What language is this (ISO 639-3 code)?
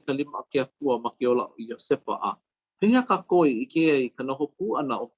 haw